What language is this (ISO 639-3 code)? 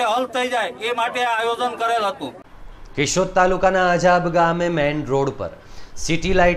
guj